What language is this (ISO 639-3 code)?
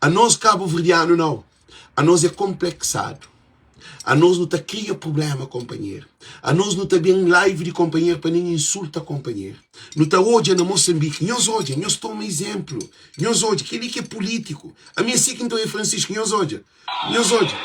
kea